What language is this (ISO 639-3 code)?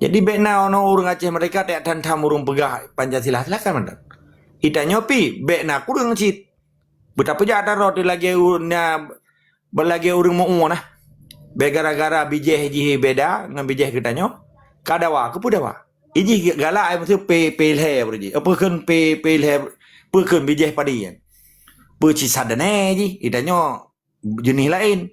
ace